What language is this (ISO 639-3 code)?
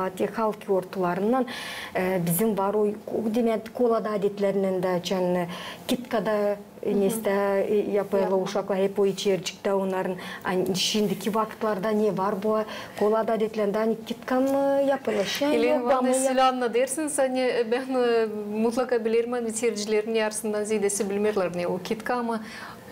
gag